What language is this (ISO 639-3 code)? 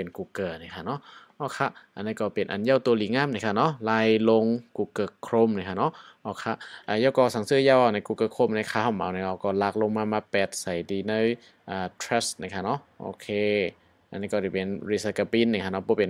shn